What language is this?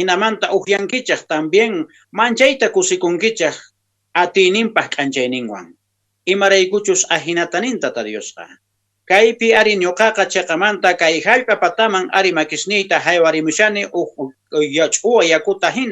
Quechua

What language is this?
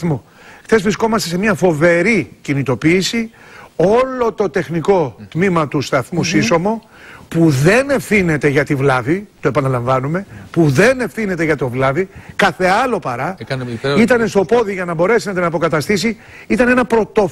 Greek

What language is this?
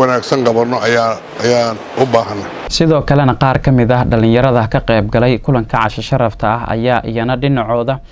Somali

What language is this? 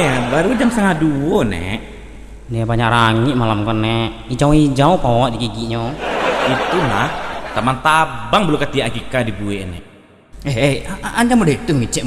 Minangkabau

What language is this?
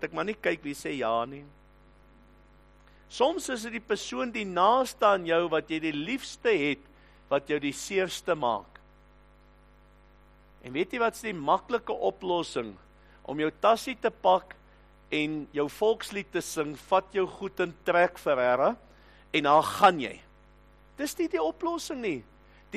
Afrikaans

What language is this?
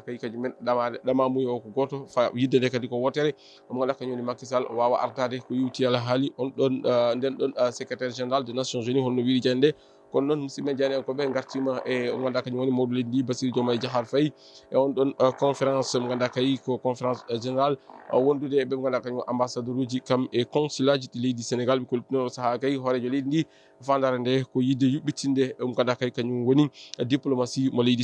Fula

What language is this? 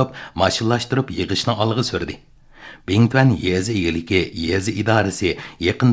Uyghur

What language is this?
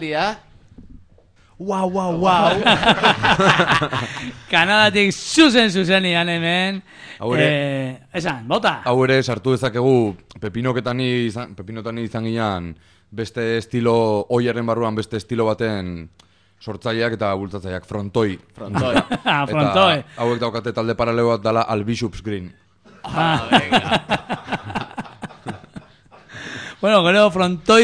Basque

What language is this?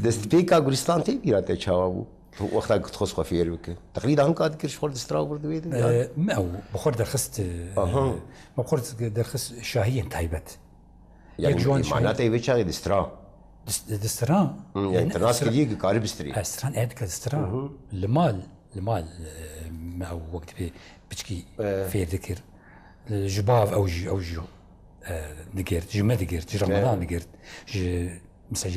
Kurdish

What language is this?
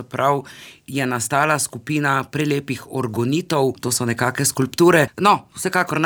Slovenian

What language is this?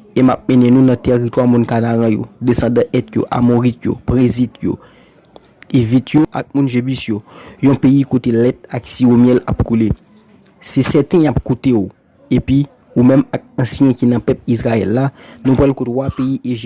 Haitian Creole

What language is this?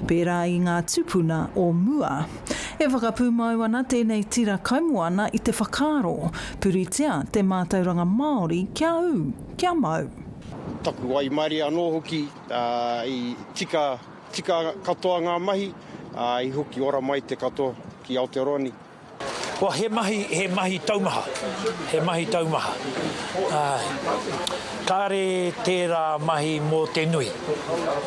Māori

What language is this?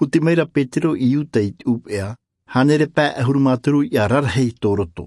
Tahitian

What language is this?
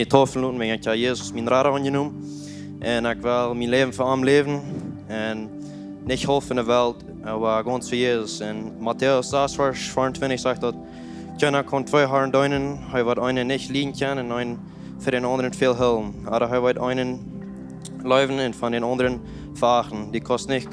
Plautdietsch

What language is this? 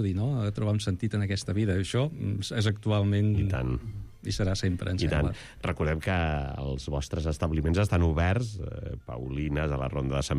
Catalan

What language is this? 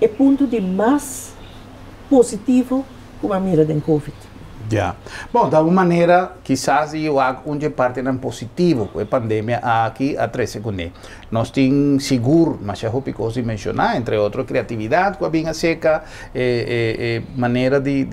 Papiamento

